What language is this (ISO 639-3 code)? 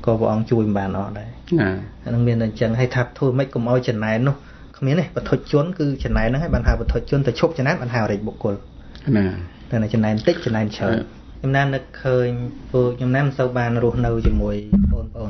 khm